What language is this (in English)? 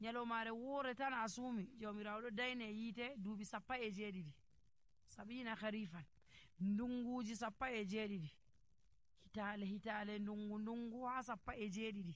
Nigerian Fulfulde